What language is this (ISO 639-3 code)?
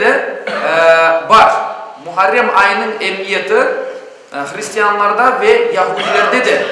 crh